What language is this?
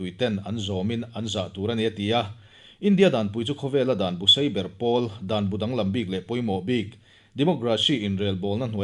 Mizo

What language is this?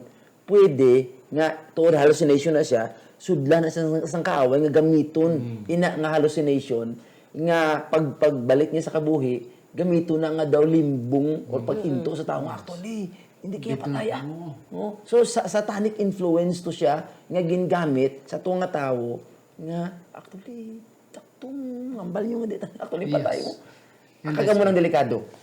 Hiligaynon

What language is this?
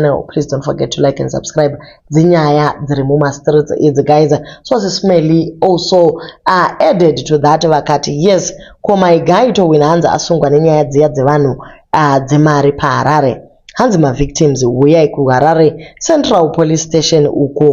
Shona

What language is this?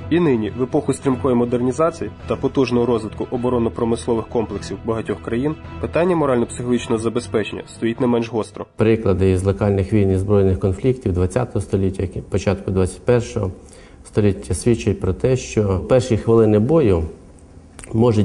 Ukrainian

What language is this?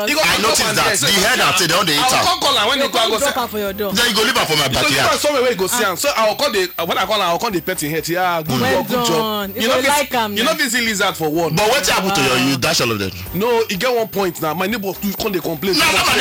Nigerian Pidgin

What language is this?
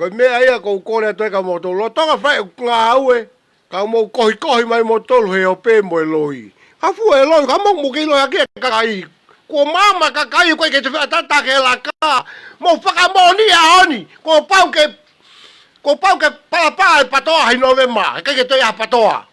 Tongan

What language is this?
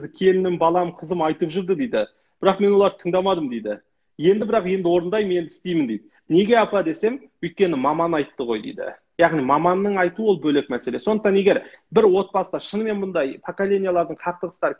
Kazakh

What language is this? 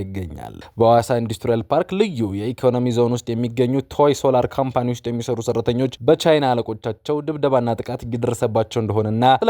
Amharic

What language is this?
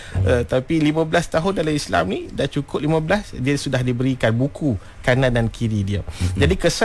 Malay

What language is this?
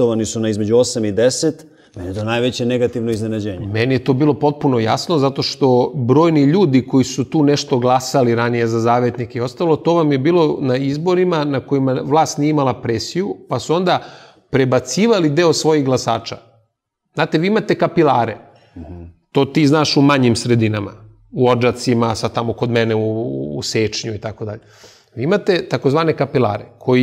Serbian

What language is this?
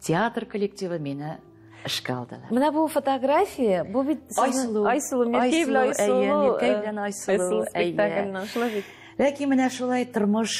Tatar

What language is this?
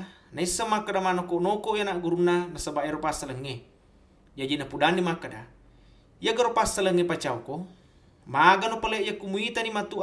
Buginese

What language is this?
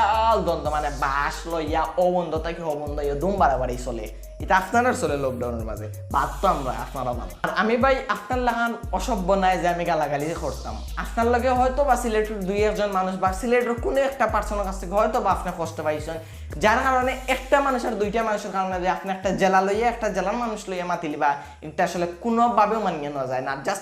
Sylheti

